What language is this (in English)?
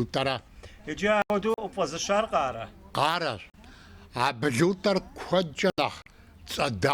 Kabardian